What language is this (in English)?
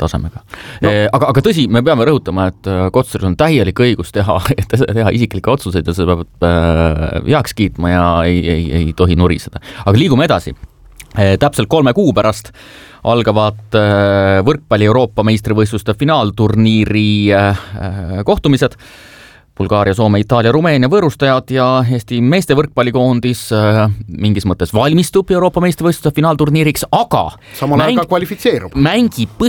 Estonian